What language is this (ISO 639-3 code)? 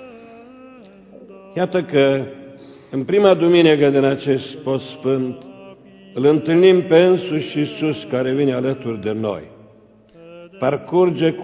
ron